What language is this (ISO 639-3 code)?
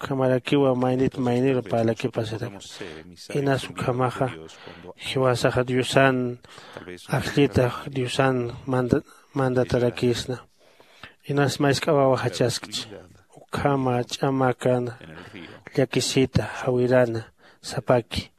aym